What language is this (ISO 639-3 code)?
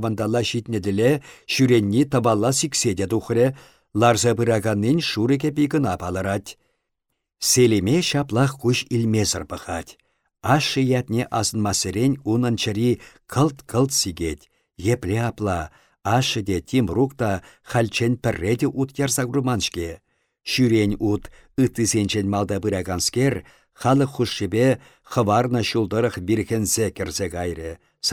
chv